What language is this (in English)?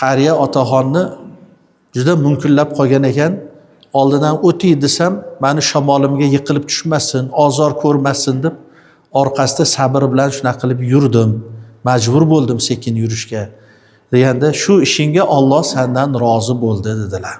Uzbek